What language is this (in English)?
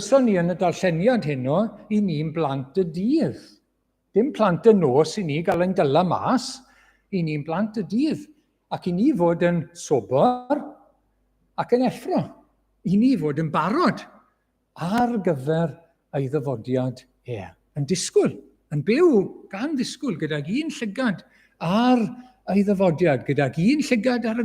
Welsh